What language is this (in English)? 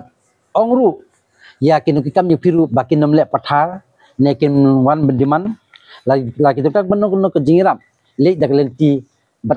Khasi